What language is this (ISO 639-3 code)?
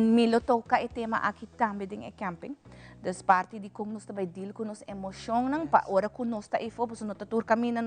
pap